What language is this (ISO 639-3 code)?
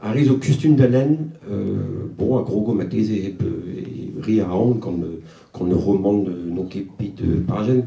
bre